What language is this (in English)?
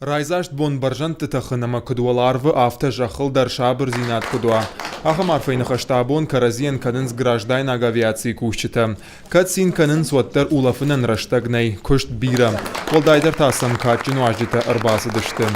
Ossetic